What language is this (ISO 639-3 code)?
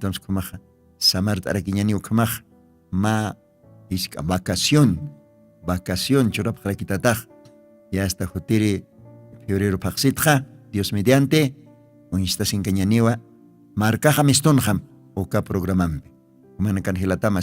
aym